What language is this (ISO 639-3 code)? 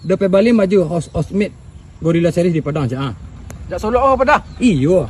min